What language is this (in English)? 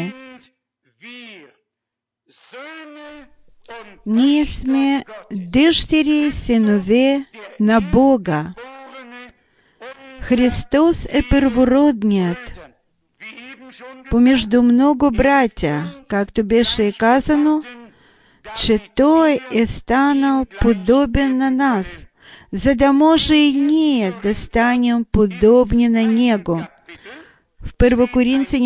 Bulgarian